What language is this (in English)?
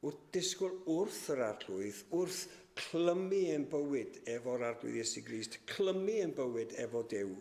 Welsh